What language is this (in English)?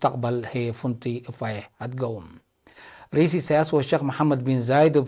Tigre